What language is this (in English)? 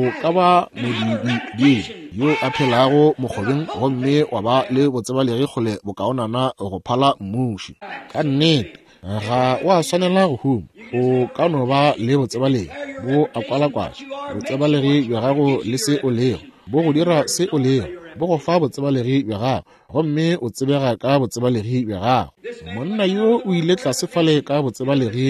Northern Sotho